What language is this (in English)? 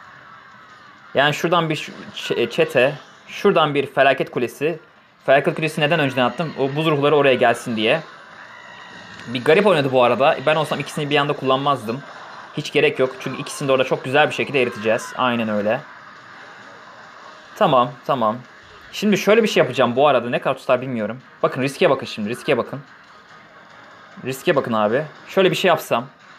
Turkish